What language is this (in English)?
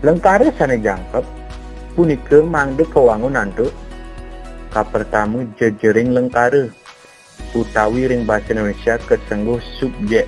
Balinese